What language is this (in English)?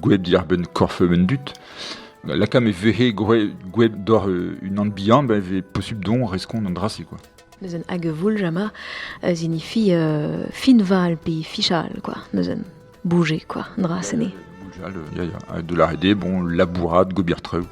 Breton